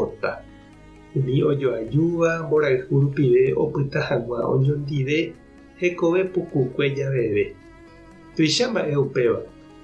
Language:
Guarani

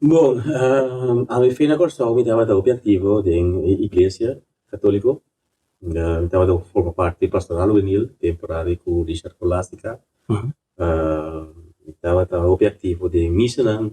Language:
Papiamento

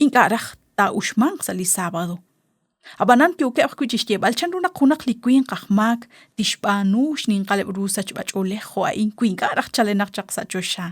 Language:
Kekchí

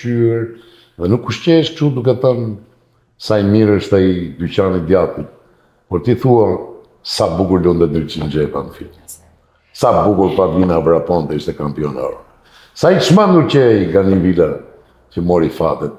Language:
Albanian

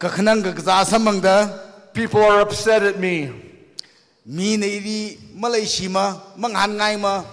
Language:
Tangkhul Naga (India)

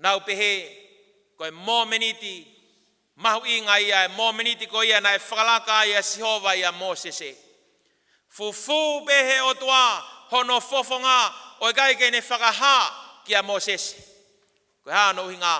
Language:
Tongan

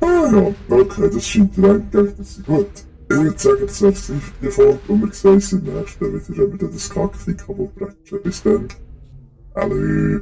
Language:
Swiss German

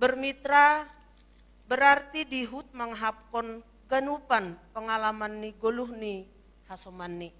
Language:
Batak Simalungun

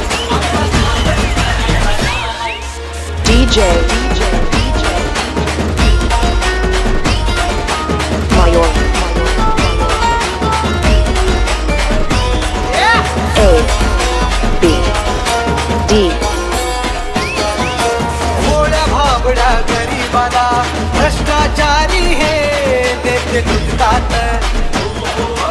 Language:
Marathi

